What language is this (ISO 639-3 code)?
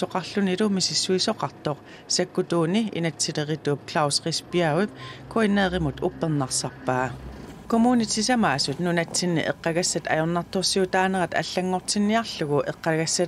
kal